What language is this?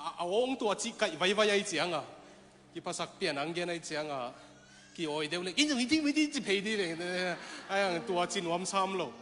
Tedim Chin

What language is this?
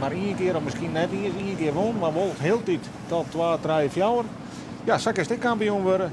Western Frisian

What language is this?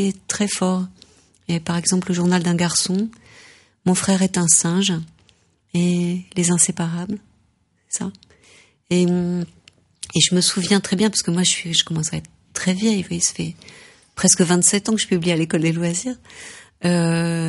French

